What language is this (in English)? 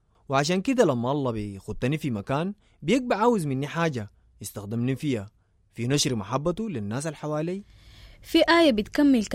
Sudanese Arabic